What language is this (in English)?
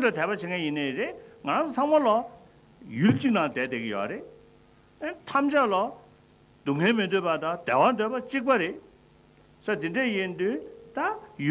Tibetan